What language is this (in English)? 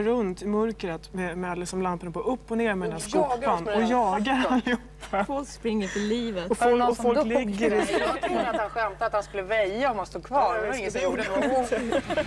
Swedish